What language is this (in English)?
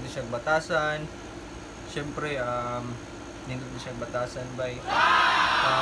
Cebuano